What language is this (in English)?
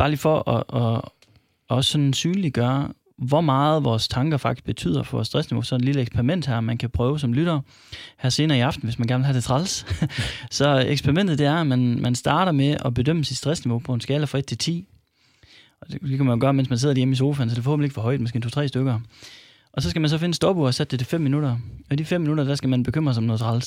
Danish